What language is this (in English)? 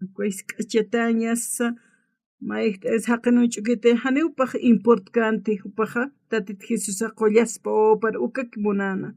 Aymara